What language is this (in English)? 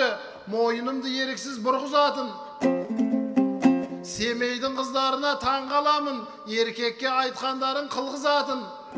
Kazakh